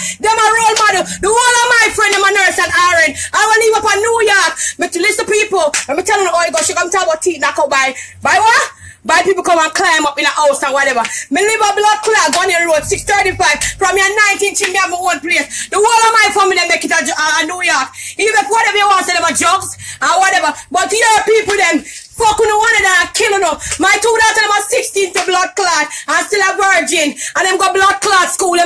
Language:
Jamaican Creole English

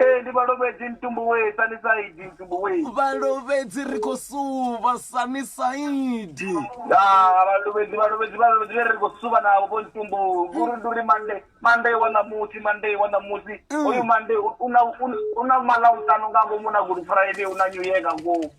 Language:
Venda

